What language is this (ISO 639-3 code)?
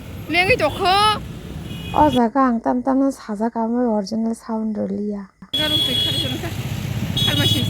trp